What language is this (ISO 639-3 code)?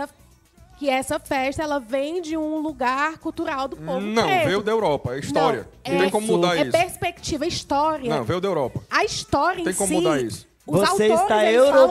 por